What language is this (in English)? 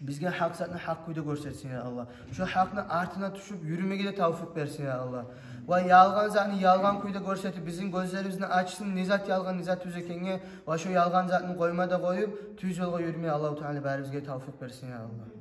Kumyk